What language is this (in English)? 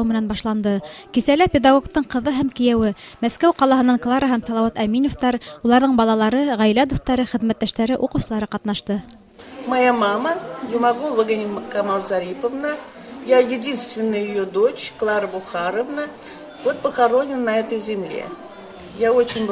Bashkir